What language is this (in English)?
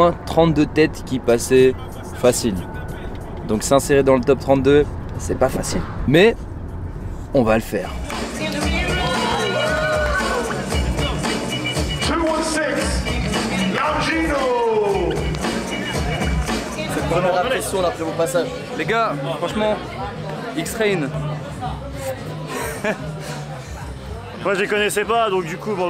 French